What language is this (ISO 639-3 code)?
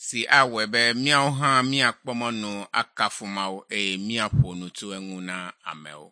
ewe